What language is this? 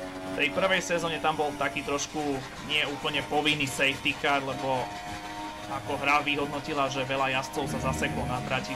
Slovak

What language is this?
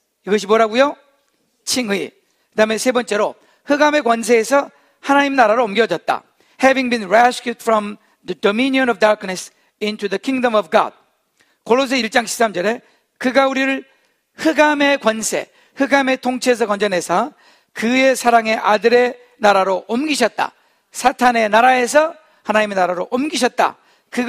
Korean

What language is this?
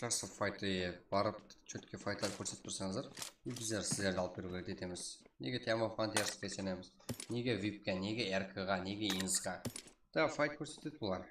Kara-Kalpak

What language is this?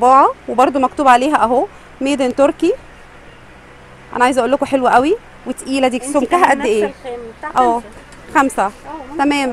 Egyptian Arabic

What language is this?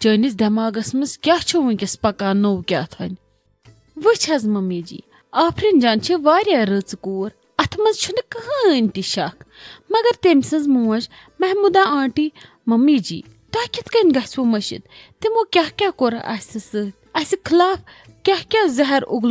Kashmiri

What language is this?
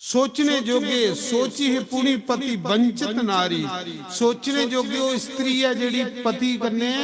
Dogri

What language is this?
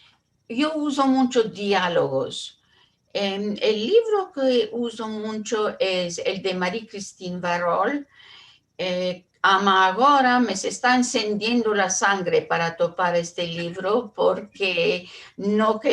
Ladino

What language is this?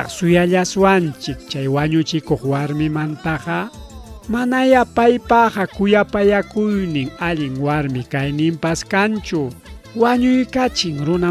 Ayacucho Quechua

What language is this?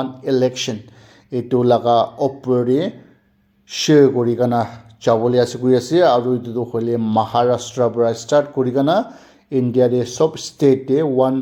Naga Pidgin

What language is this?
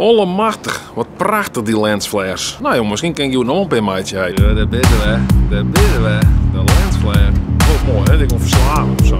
Western Frisian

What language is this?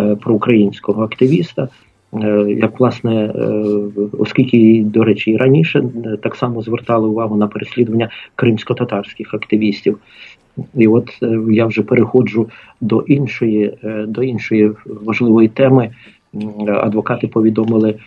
Ukrainian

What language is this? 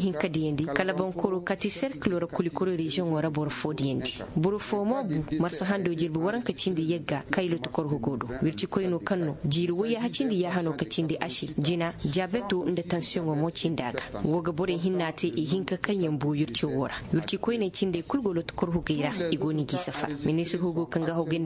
Zarma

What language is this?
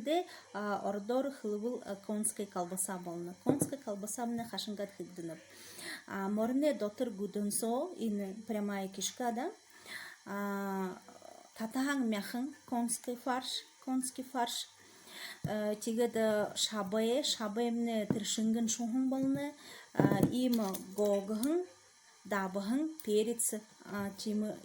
Buriat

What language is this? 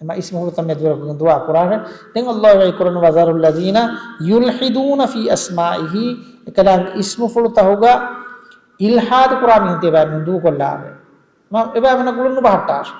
Divehi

